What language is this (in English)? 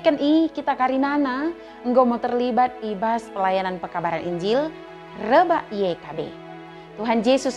Batak Dairi